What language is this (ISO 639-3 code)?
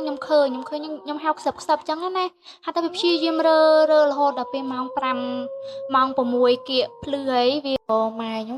khm